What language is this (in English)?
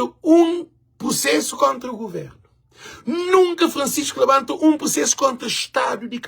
Kabuverdianu